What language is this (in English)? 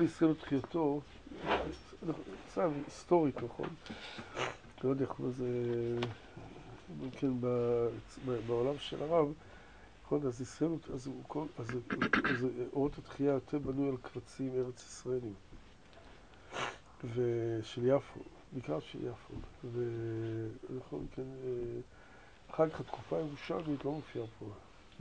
Hebrew